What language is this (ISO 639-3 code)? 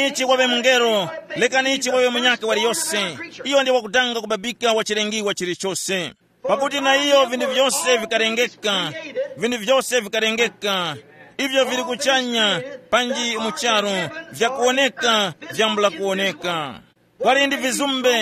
tum